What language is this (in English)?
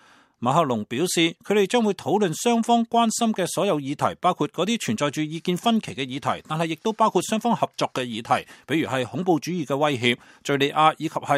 Cantonese